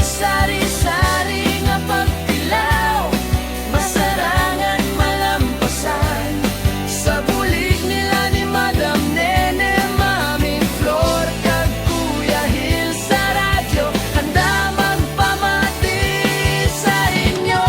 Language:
Hiligaynon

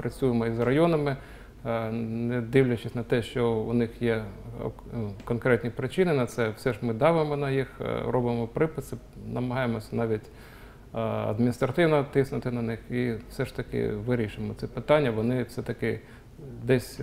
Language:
Ukrainian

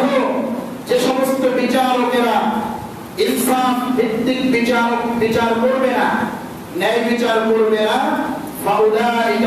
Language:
Bangla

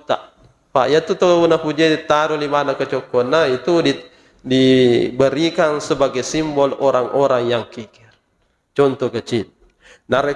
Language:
Buginese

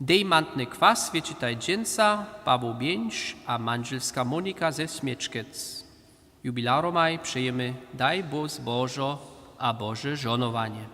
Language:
Upper Sorbian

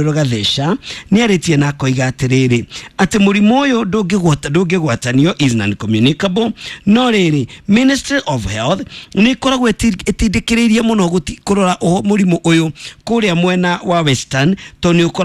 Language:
Kikuyu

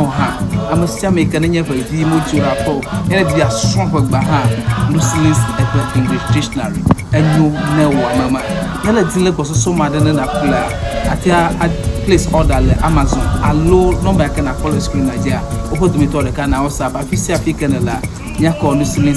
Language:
Ewe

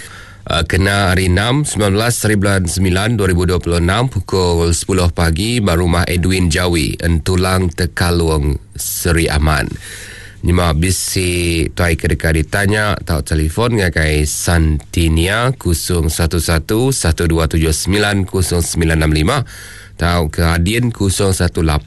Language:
Iban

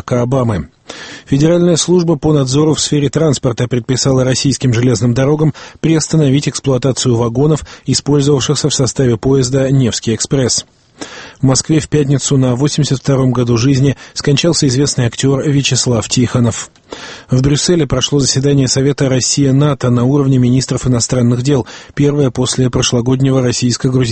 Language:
Russian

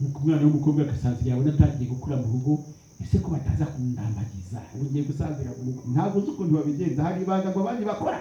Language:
Kinyarwanda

